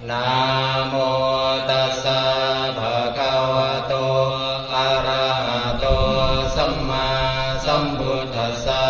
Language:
Pali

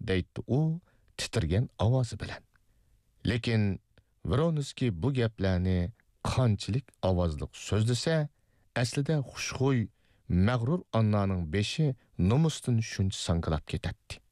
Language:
Uyghur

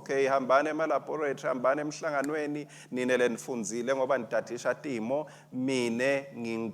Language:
Swati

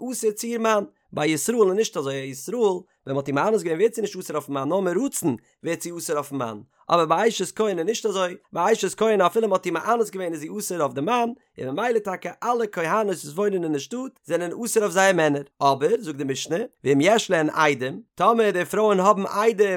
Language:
Yiddish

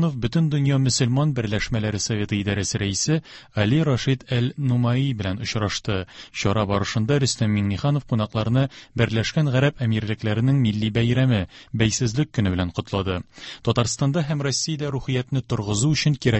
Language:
Tatar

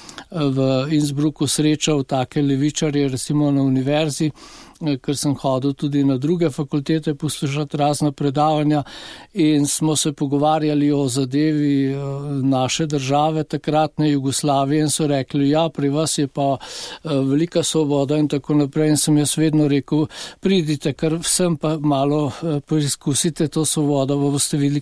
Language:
Slovenian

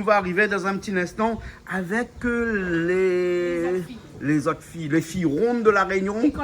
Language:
Réunion Creole French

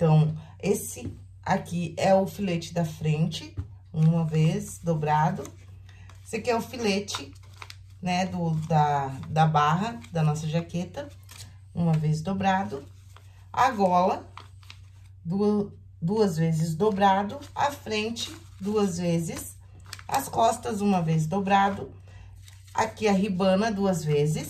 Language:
Portuguese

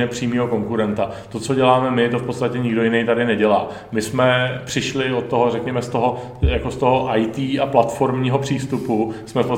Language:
Czech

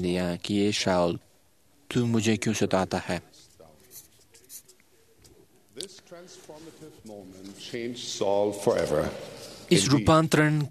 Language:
Hindi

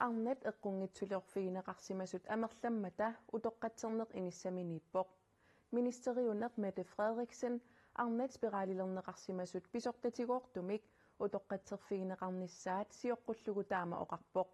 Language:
Kalaallisut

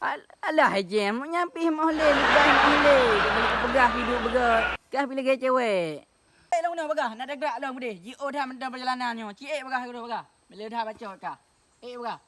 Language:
Achinese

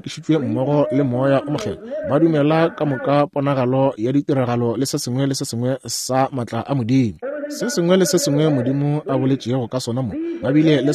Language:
Northern Sotho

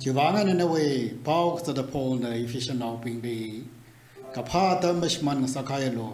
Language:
Tangkhul Naga (India)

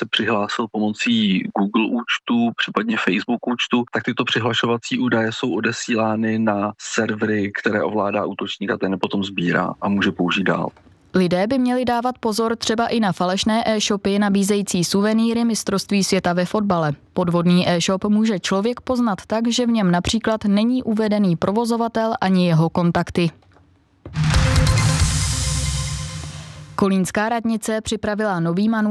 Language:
Czech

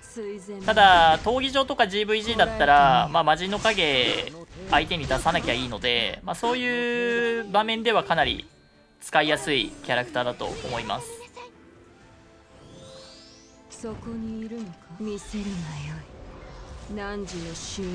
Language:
Japanese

